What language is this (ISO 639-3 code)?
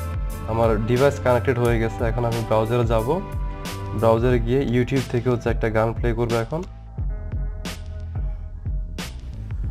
ben